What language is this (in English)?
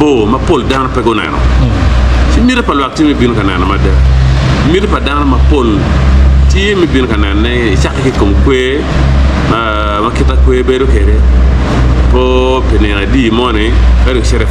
Acoli